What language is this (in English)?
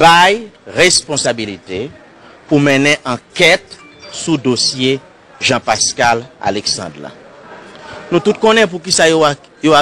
Haitian Creole